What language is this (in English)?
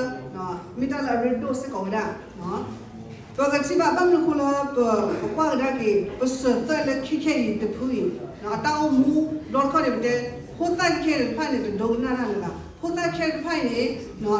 S'gaw Karen